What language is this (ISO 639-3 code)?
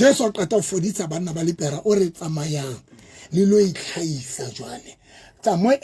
sot